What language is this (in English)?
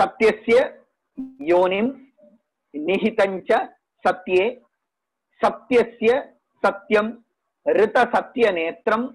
Sanskrit